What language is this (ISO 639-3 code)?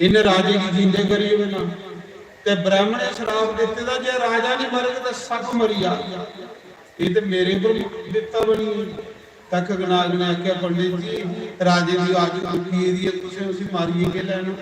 doi